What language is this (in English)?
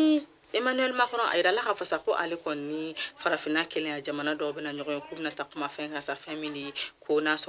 Bambara